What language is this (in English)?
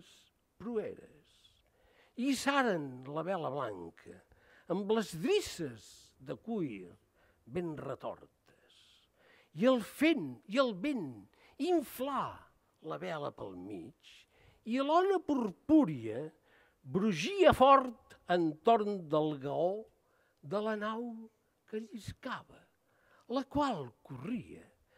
Catalan